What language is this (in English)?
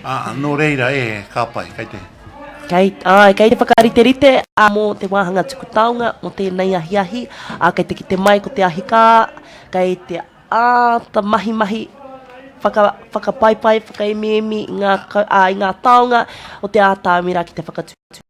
Māori